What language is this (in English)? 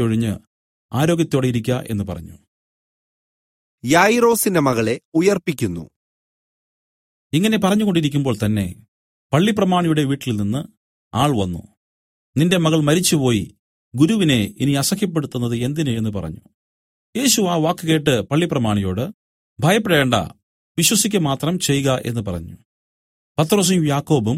Malayalam